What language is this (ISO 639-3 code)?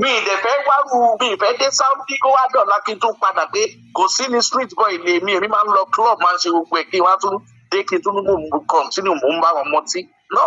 yor